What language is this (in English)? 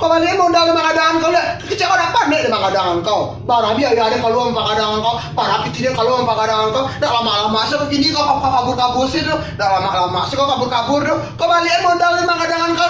Minangkabau